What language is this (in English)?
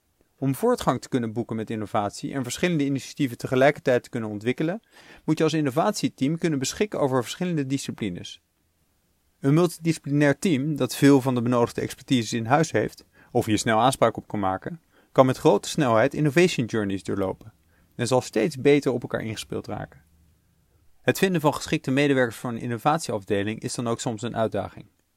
Dutch